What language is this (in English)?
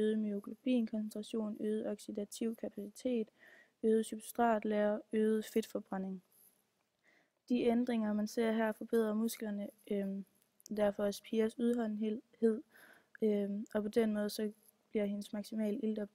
Danish